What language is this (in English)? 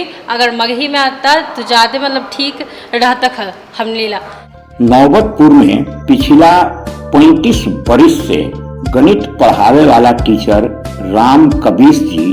Magahi